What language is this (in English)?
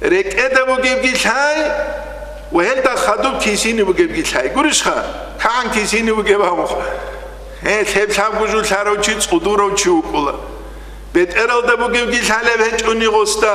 Avaric